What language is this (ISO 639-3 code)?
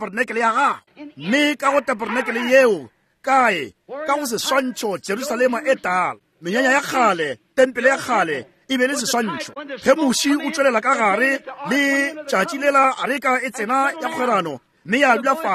nso